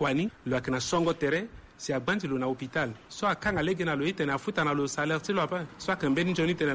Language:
Sango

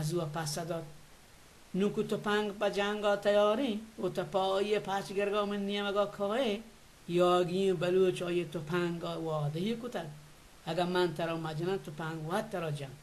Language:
Baluchi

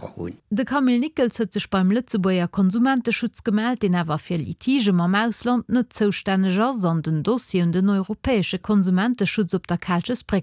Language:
Luxembourgish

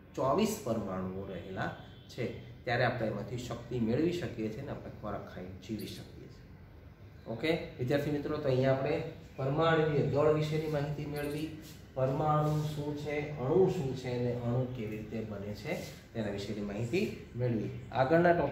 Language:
Gujarati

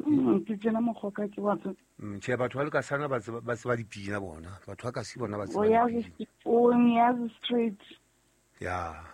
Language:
Southern Sotho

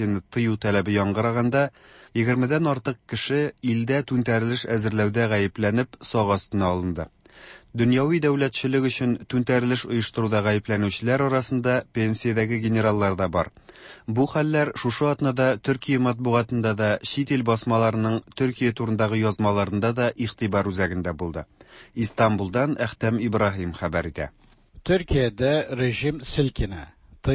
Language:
Tatar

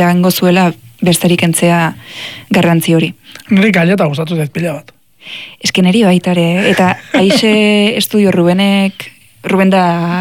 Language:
Basque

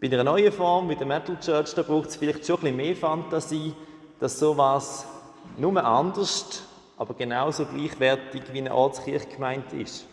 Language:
Swiss German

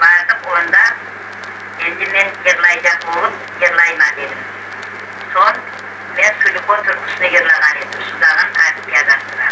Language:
Crimean Tatar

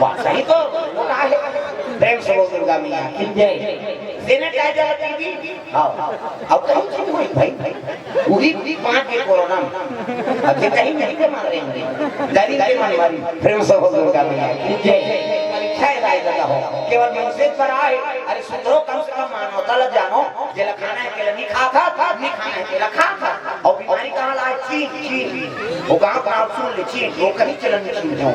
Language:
Chhattisgarhi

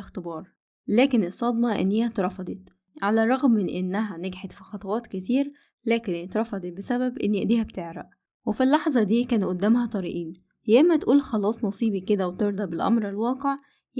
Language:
Egyptian Arabic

